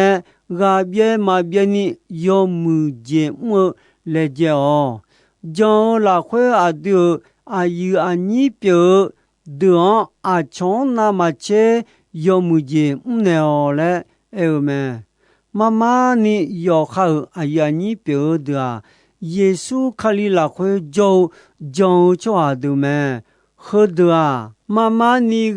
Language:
Akha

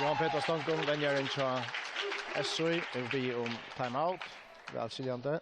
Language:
Faroese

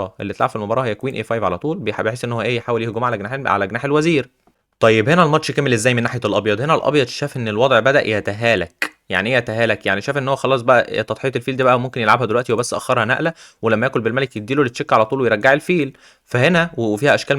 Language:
Egyptian Arabic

